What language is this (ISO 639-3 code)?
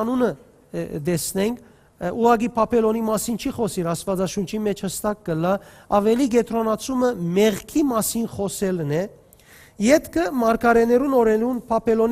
hyw